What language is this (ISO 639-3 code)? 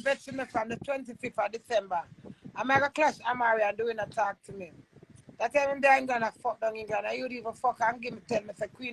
jam